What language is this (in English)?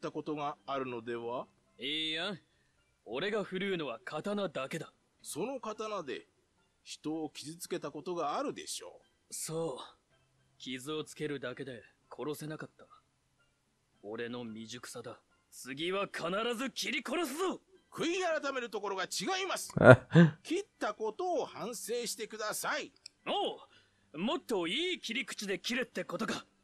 Japanese